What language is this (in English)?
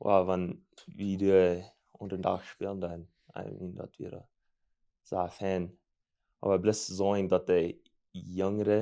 Plautdietsch